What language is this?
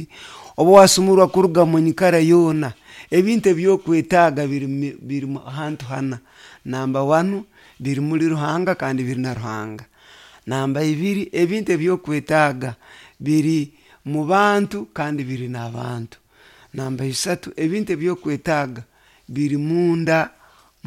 Nyoro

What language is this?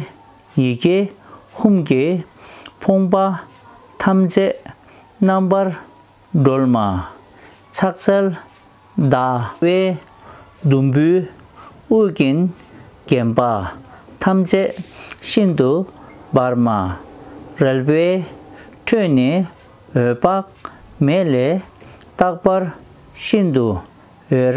Tibetan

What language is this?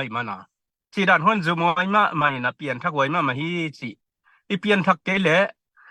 Tedim Chin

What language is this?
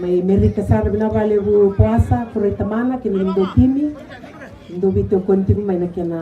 Fijian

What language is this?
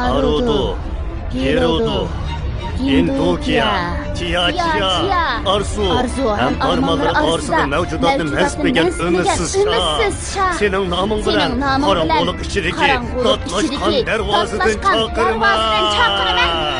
Uyghur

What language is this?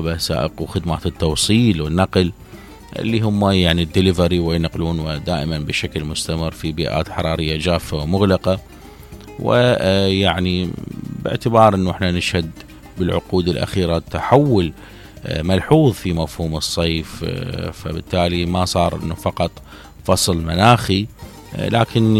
Mesopotamian Arabic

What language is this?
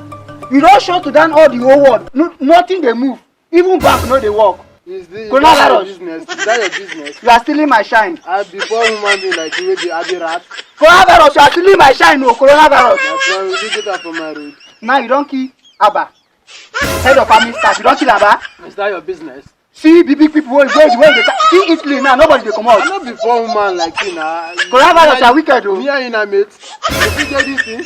Nigerian Pidgin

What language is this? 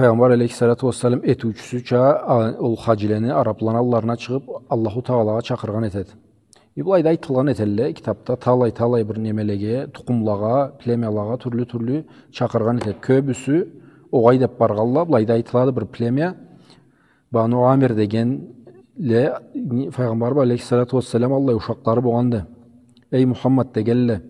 Karachay-Balkar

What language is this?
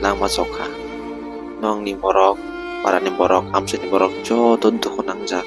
Kok Borok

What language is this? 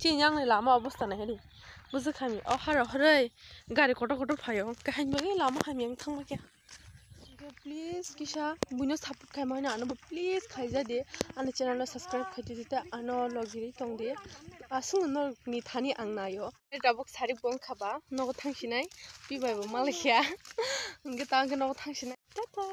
Kok Borok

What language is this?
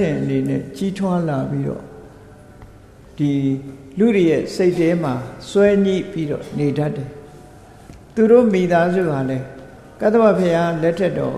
Burmese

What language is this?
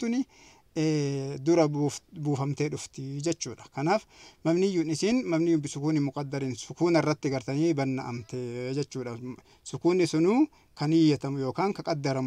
Oromo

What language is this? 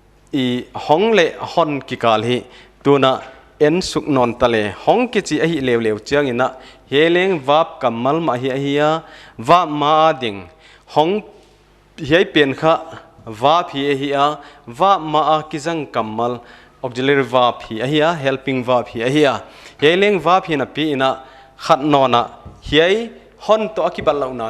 Paite Chin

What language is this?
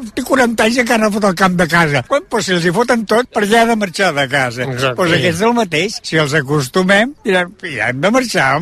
Catalan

